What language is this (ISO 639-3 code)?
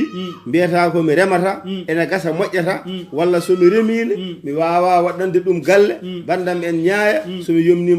ful